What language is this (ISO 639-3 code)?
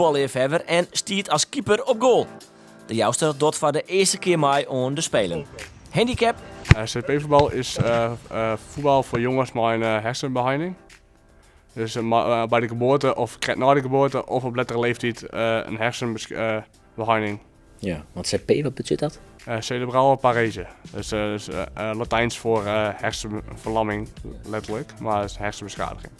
fry